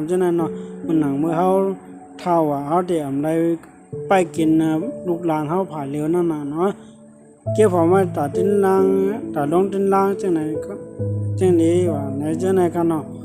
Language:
Shan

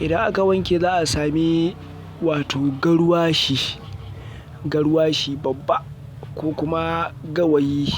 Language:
Hausa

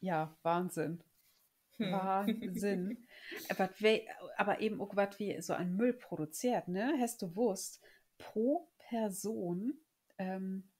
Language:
Low German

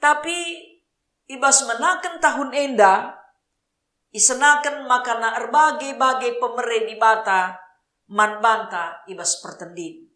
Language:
Batak Karo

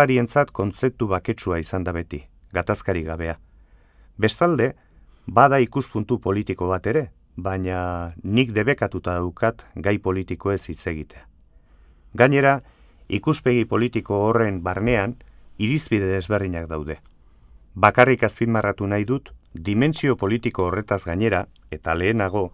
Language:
Basque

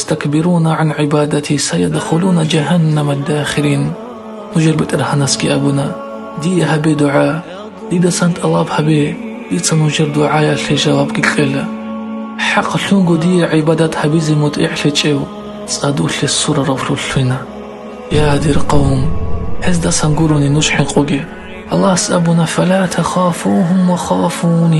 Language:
Avaric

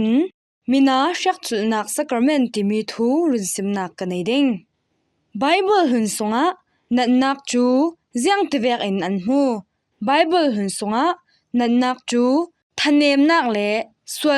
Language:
Falam Chin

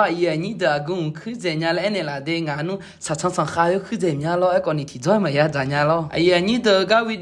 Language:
Akha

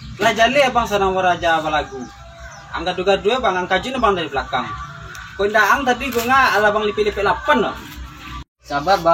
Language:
Minangkabau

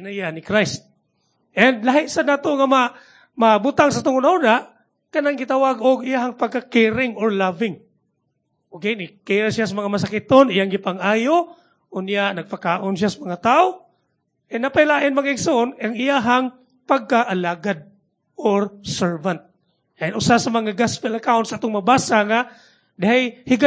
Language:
Cebuano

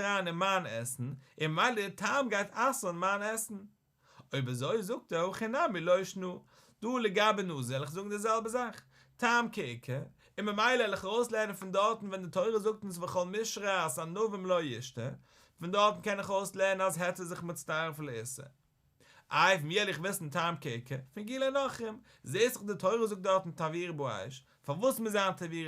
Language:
Yiddish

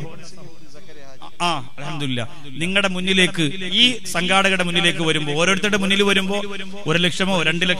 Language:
Malayalam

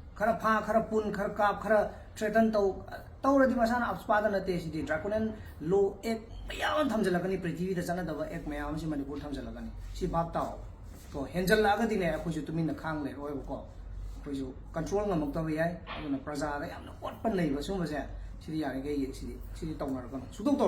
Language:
Manipuri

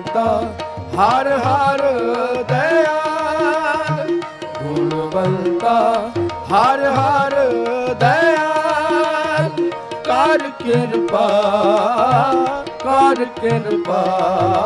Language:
Punjabi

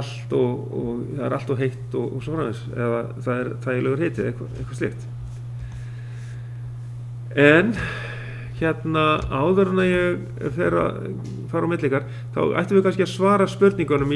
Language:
Icelandic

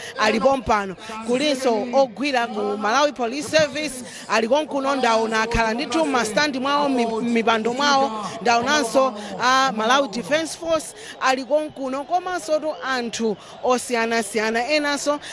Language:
Nyanja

